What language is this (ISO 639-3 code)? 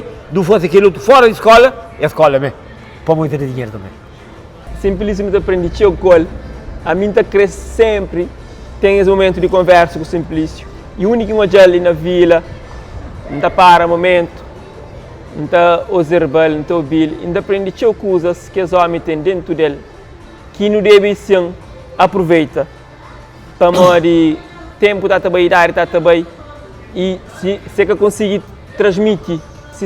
kea